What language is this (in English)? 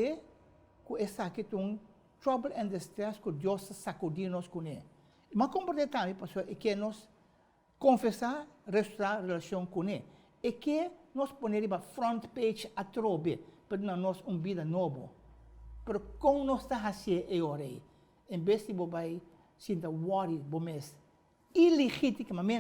Papiamento